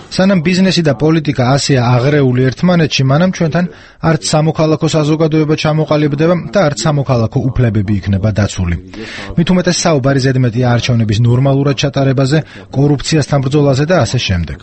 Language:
Georgian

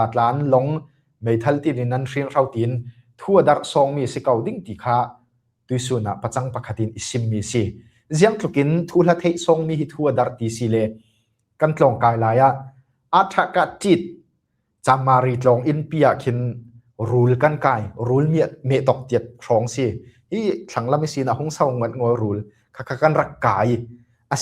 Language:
Falam Chin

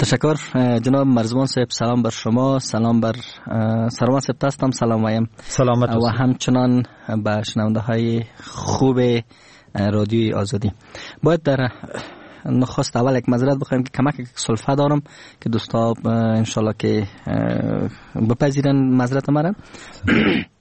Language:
Persian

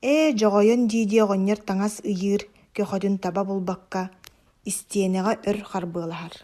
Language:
Yakut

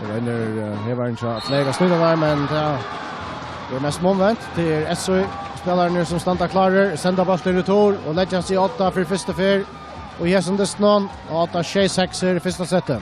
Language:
Faroese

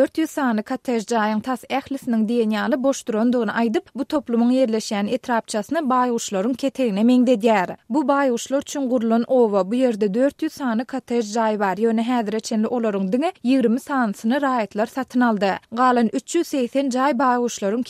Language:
Turkmen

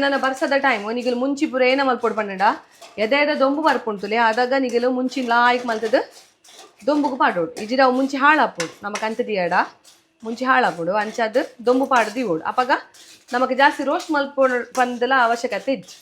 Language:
Tulu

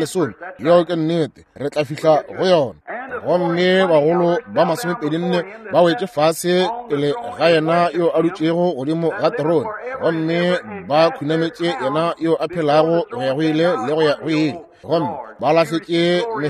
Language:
Northern Sotho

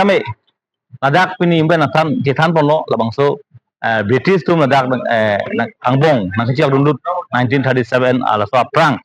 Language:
Karbi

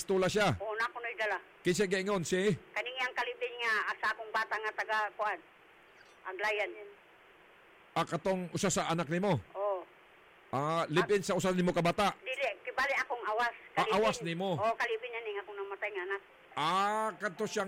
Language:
Cebuano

